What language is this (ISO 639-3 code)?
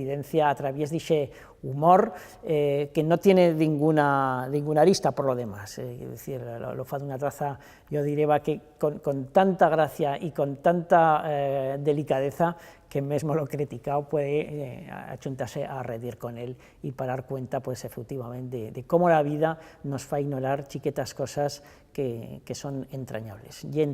arg